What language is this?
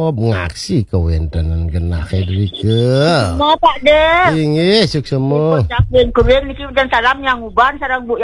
Balinese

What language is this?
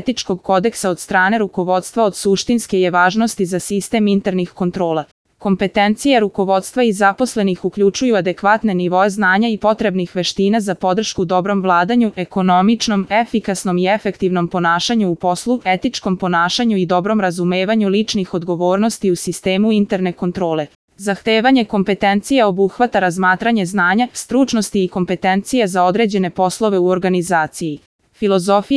Serbian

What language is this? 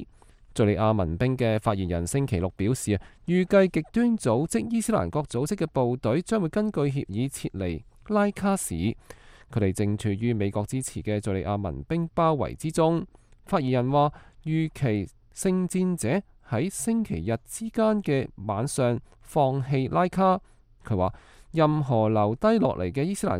Cantonese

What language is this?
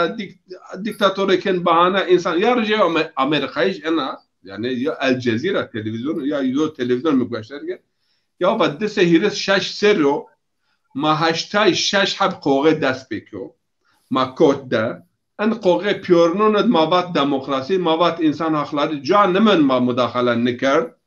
Zaza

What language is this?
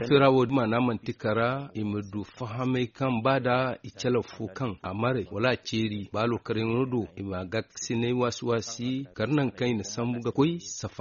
Zarma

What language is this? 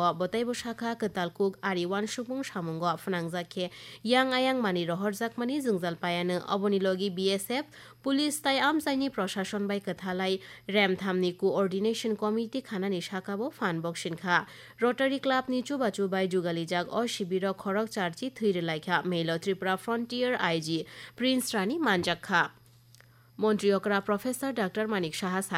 Kok Borok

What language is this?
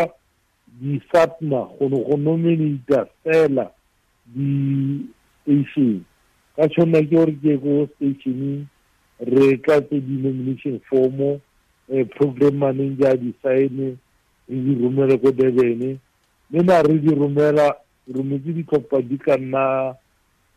Tswana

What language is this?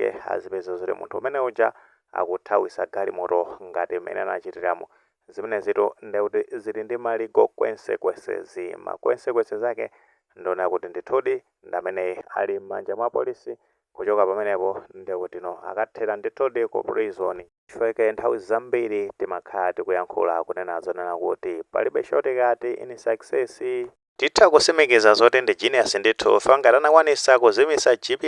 Nyanja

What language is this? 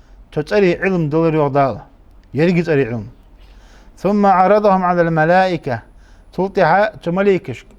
Ingush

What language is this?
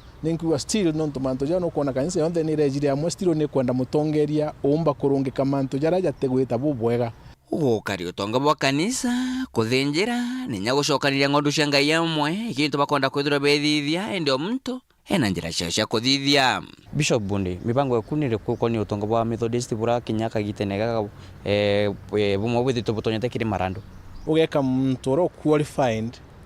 Meru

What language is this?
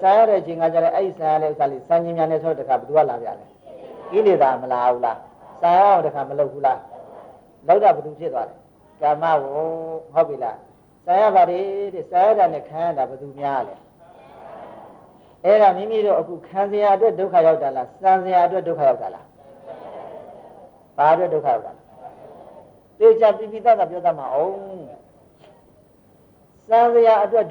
Burmese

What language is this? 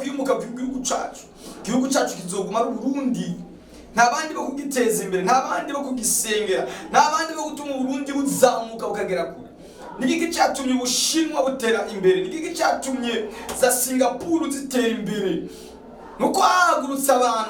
Rundi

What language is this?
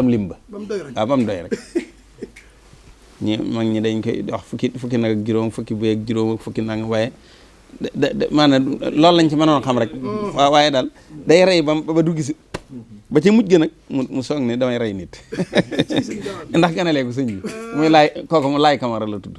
Wolof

